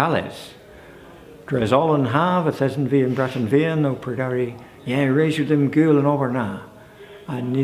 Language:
Cornish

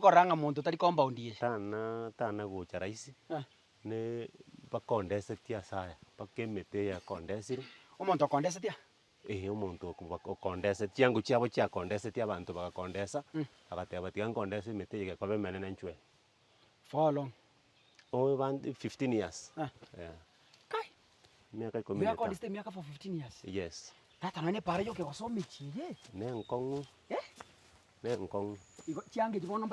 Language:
Gusii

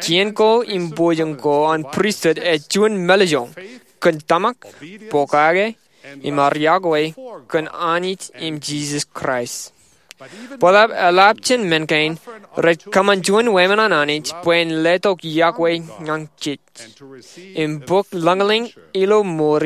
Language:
Marshallese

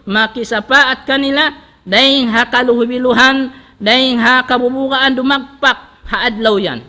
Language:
Tausug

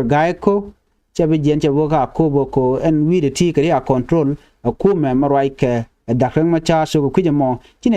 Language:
Nuer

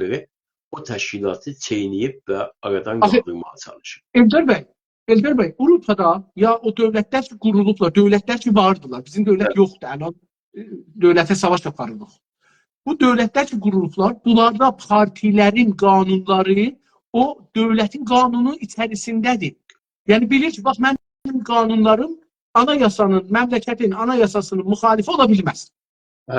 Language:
South Azerbaijani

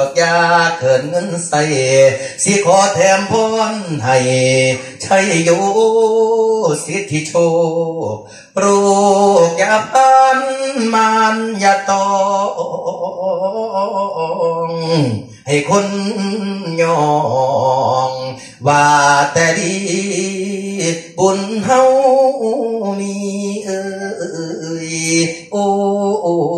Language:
Northeastern Thai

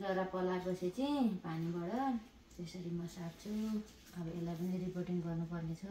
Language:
Nepali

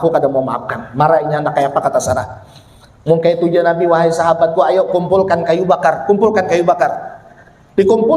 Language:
Banjar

